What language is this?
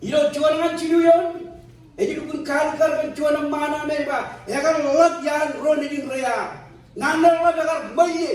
Marshallese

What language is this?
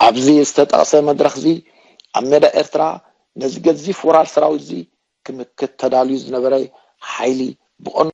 Tigrinya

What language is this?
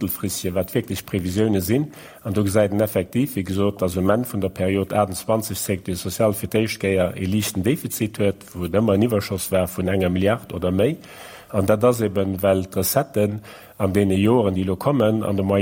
Luxembourgish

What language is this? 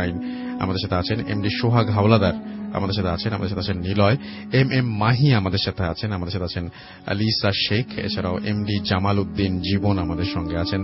Bangla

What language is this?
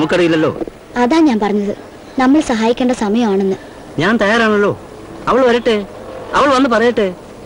Malayalam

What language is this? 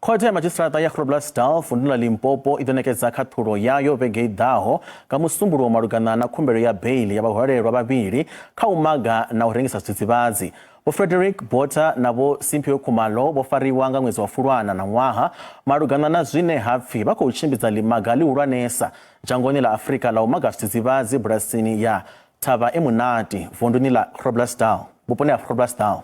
Venda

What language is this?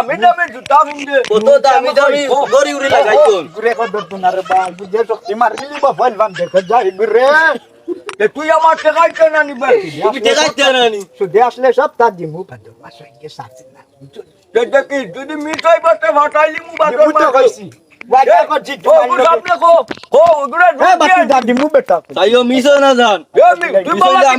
Sylheti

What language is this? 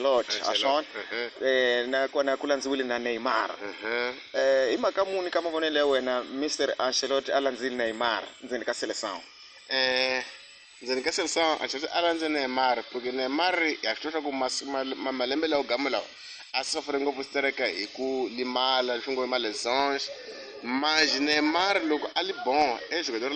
Tsonga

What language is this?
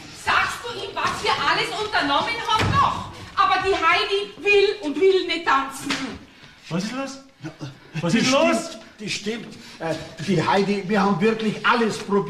Bavarian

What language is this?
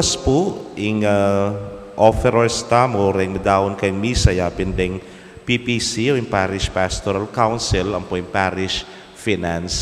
Pampanga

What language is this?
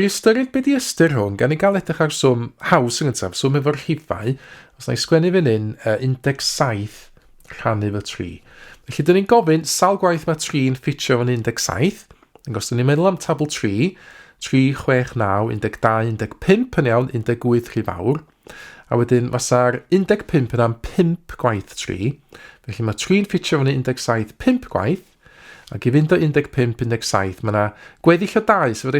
Welsh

